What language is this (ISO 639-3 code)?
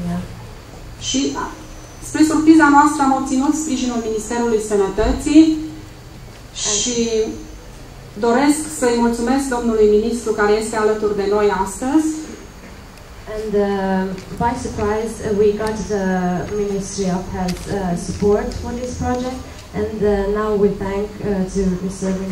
ron